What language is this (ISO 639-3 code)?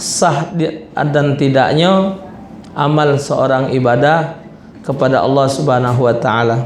mui